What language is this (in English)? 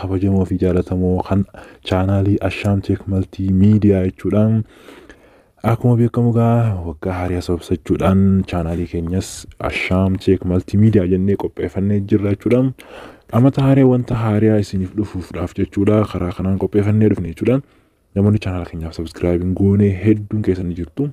Oromo